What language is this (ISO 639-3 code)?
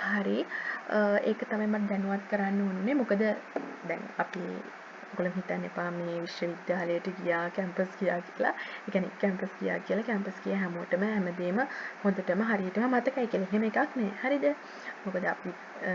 sin